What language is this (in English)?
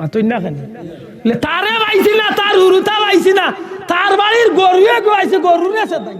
Sylheti